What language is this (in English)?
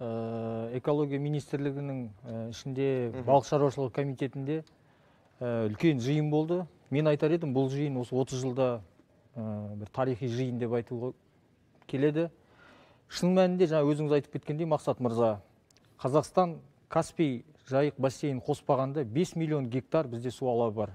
Kazakh